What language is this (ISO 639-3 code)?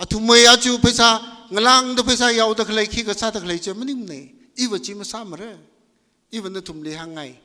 nmf